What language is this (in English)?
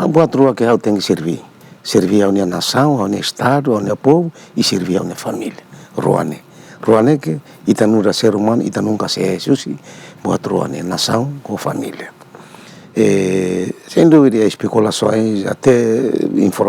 Tetum